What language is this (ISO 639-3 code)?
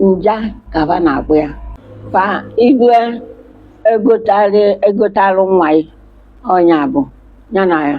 ibo